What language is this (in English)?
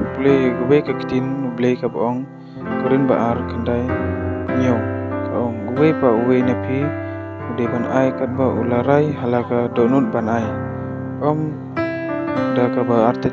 Khasi